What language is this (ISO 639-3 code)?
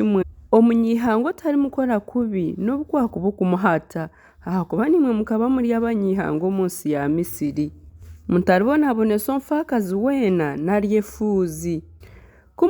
nyn